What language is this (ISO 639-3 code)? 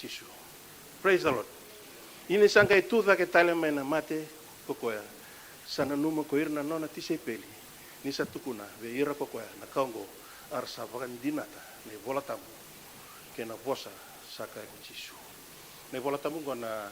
fij